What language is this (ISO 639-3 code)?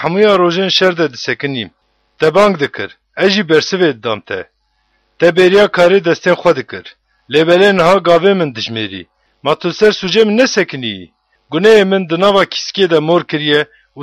kur